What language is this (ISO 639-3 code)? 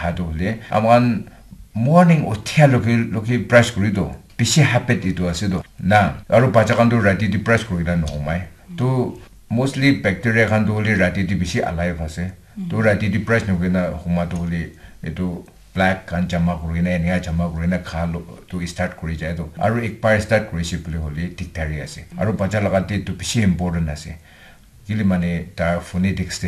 nag